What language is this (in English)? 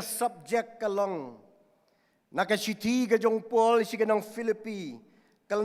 Khasi